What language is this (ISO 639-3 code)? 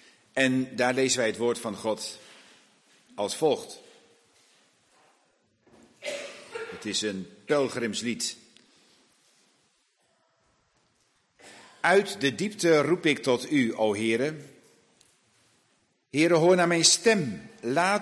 nld